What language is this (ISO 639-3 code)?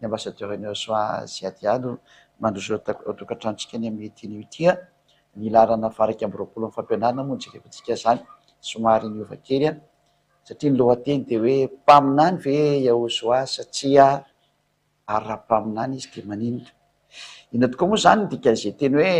mlg